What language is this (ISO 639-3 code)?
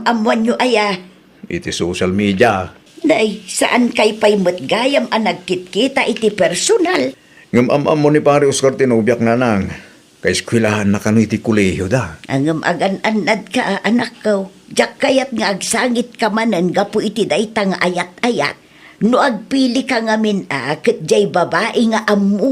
ilo